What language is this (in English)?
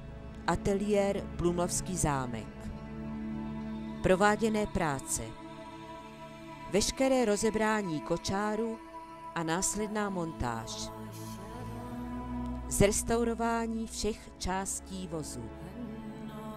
Czech